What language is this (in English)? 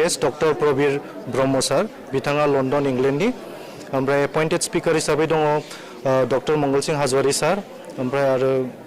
Bodo